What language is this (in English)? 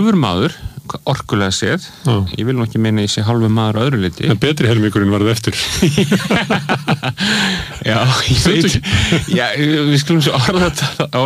Icelandic